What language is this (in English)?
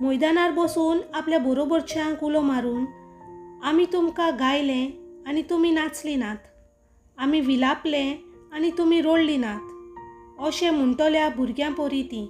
Konkani